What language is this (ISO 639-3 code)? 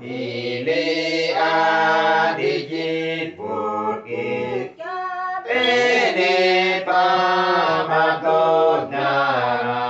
udu